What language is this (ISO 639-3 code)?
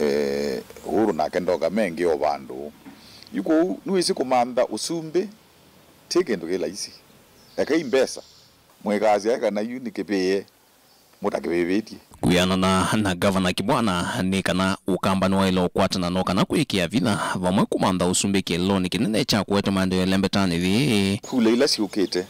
kam